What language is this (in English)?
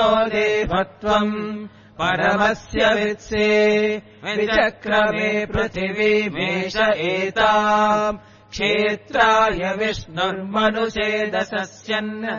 Sanskrit